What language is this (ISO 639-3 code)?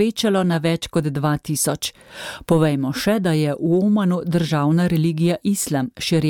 slv